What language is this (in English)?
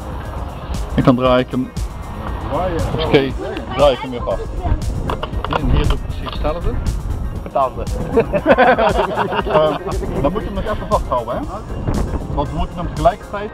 Dutch